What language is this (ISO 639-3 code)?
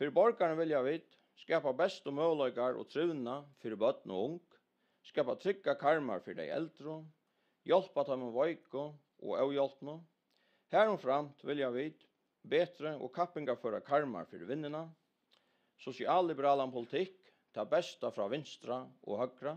fao